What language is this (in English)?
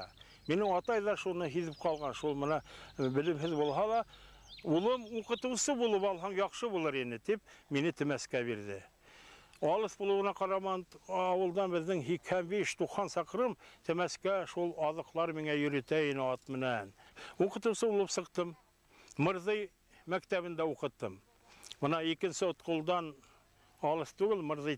Bashkir